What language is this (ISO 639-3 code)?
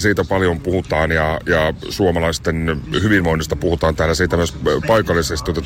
fin